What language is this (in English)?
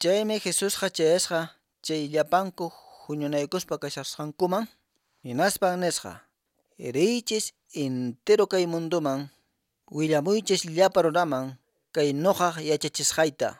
Quechua